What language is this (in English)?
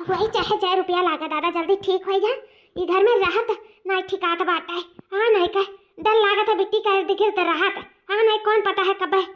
Awadhi